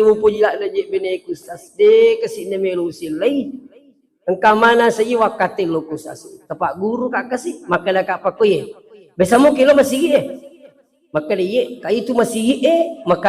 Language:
Buginese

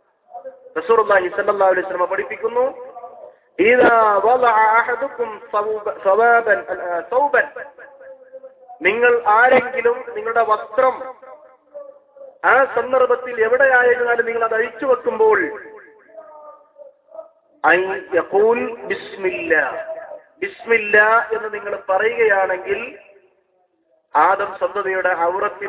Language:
Malayalam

